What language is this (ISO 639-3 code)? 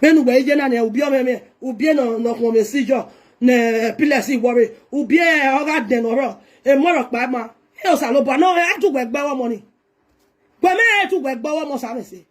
pcm